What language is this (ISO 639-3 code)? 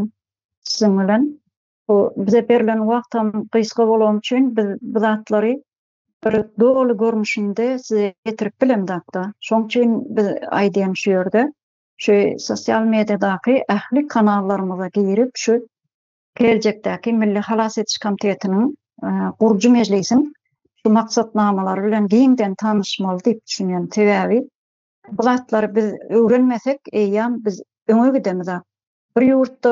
tuk